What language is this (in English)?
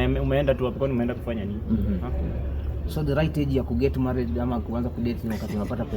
Swahili